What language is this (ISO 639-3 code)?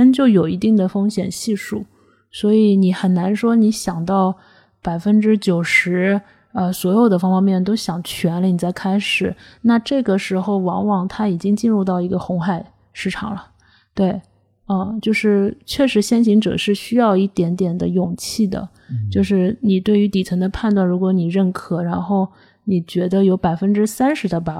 zho